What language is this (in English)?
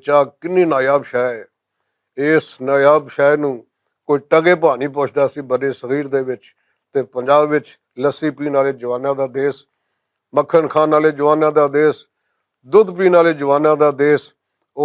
Western Panjabi